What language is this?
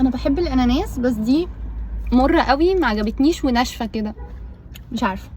Egyptian Arabic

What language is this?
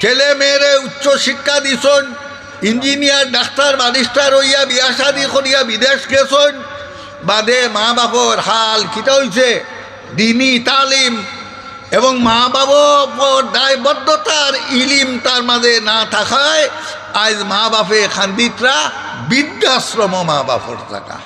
Sylheti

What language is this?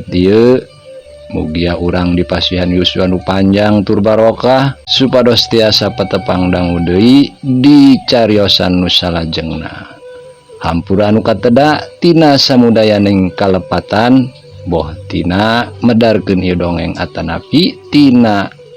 Sundanese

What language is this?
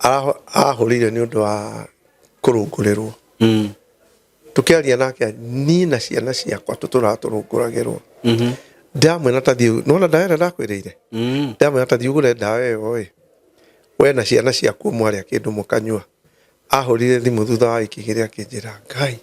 Kikuyu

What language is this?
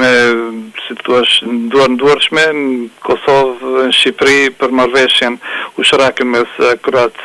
Albanian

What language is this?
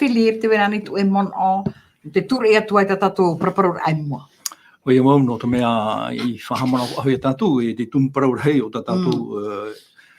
Tahitian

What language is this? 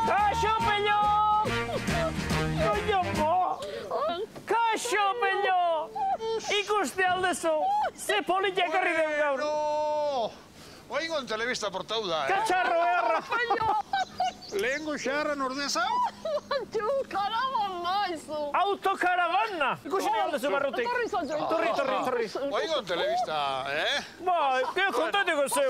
Basque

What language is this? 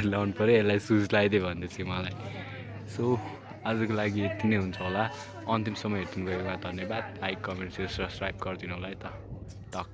Nepali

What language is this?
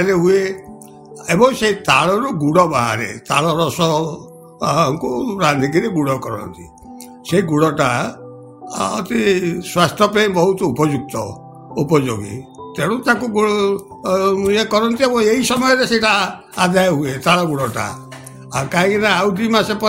Odia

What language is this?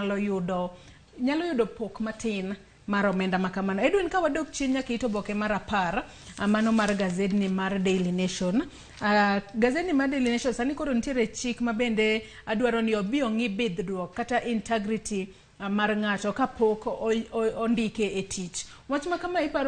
Luo (Kenya and Tanzania)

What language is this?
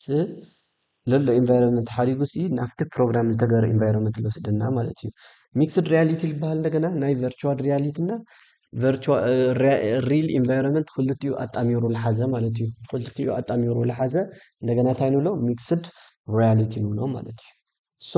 Tigrinya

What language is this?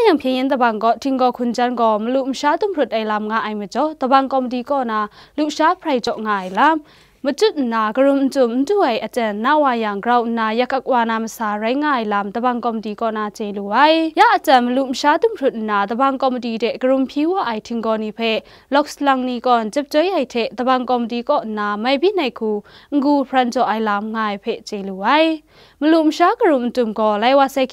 Kachin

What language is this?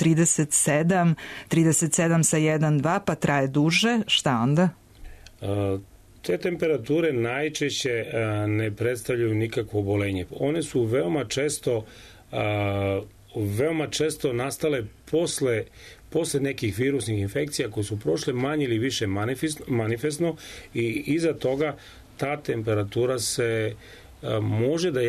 Serbian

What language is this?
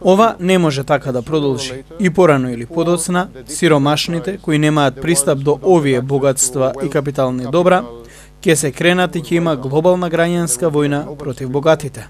Macedonian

